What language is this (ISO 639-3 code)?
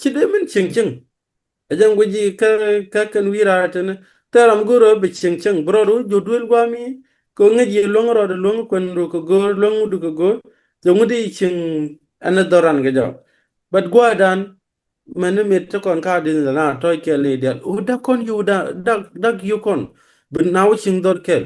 nus